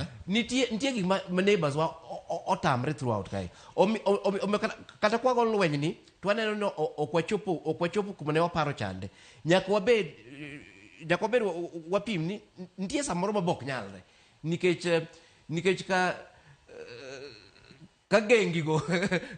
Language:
Luo (Kenya and Tanzania)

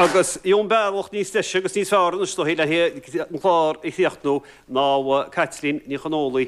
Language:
Irish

